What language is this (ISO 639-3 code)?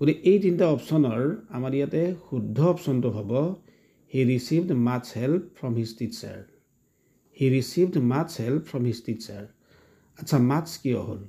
asm